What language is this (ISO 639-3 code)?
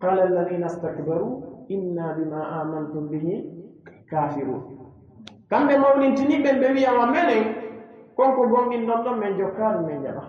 fuf